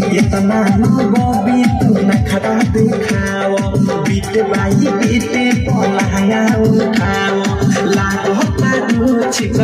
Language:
Bhojpuri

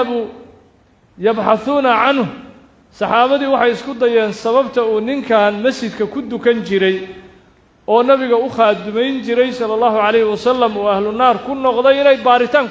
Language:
Somali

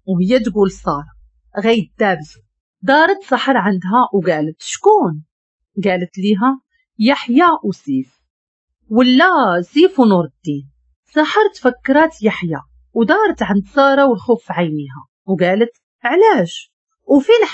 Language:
Moroccan Arabic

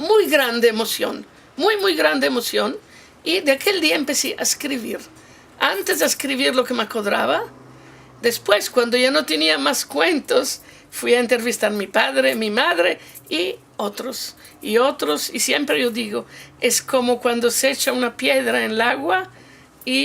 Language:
Ladino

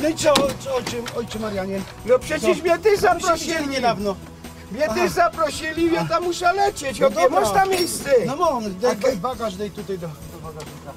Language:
Silesian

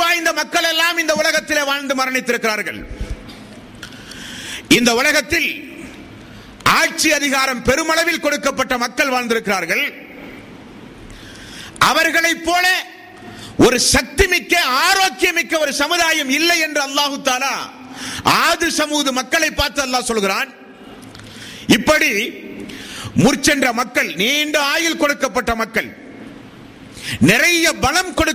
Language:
Tamil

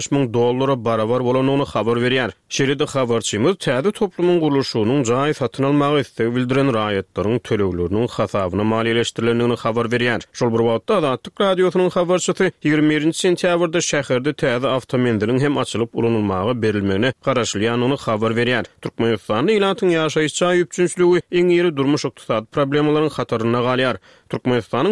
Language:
Turkmen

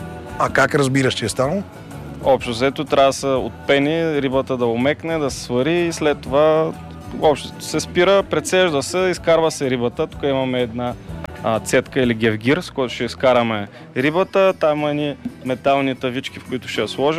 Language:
Bulgarian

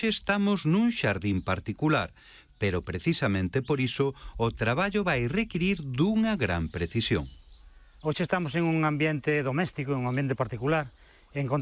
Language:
Galician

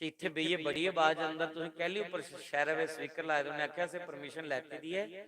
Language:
Dogri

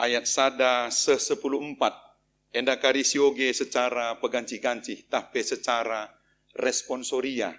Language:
Batak Karo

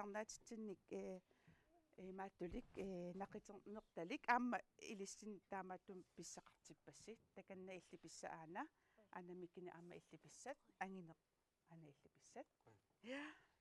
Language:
Kalaallisut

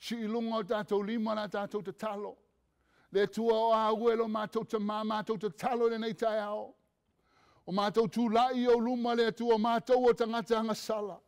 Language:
Samoan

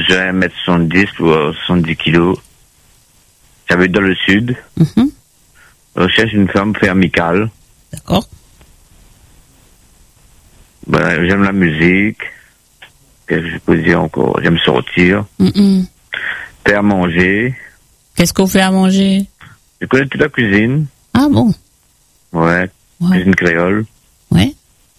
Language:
French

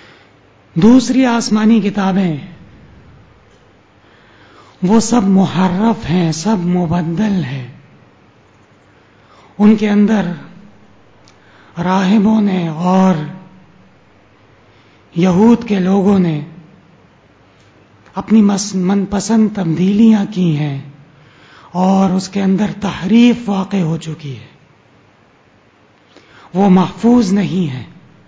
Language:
Urdu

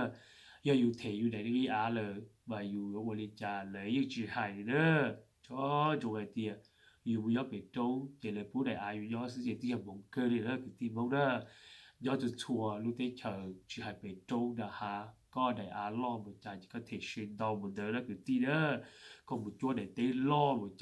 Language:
Hmong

